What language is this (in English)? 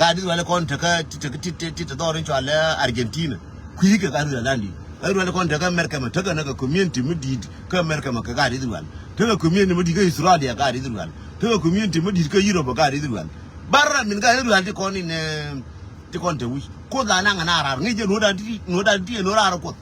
Nuer